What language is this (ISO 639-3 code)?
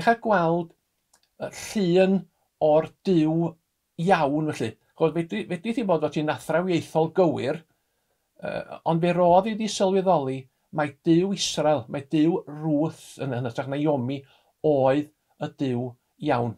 cym